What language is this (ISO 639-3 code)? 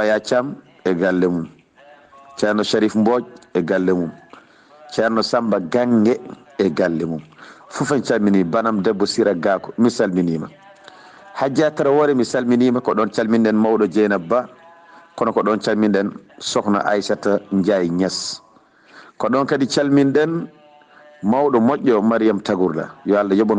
ful